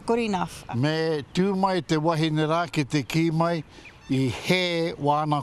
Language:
Māori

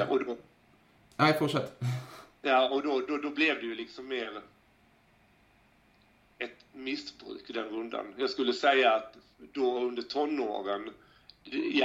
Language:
Swedish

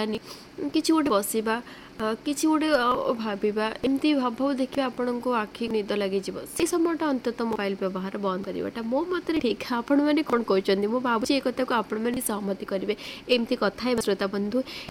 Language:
Odia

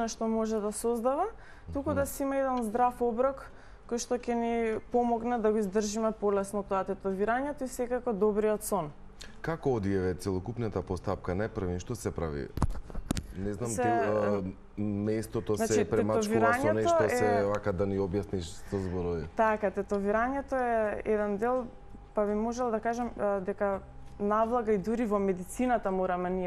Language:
Macedonian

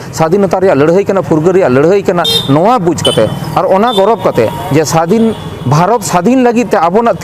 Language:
Santali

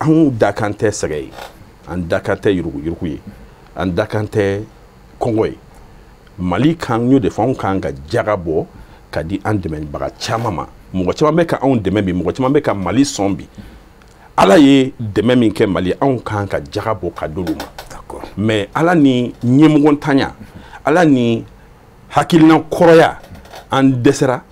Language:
Bambara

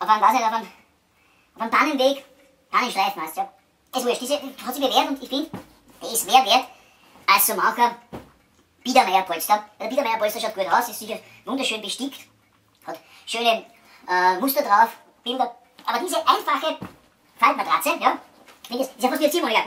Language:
Bavarian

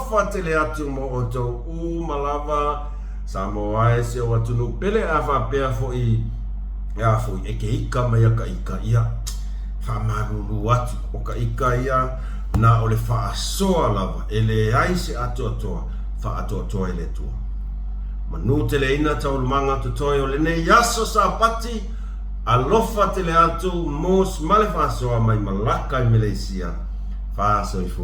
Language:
Samoan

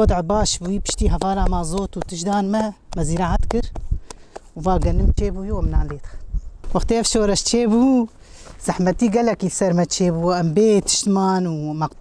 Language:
Kurdish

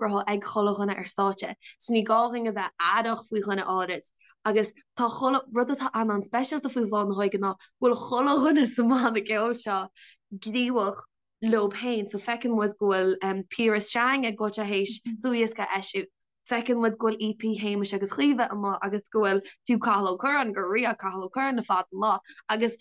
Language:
Irish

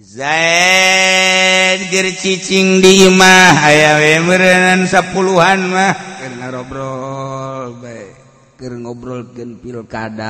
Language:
Sundanese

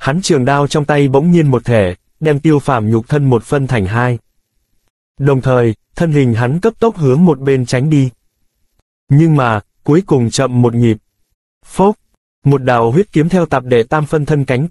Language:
Vietnamese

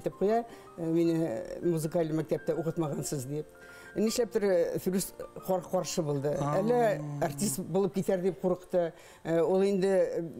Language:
Bashkir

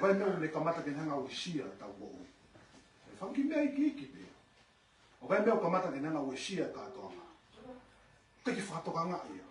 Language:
Tongan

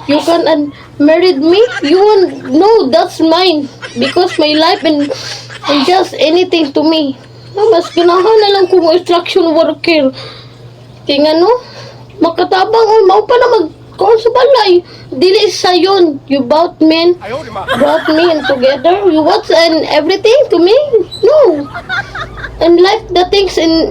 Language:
Cebuano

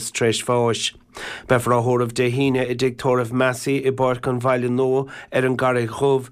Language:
Irish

